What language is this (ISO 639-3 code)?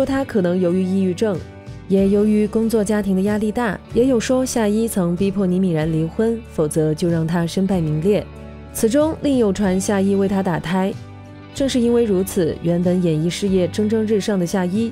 zho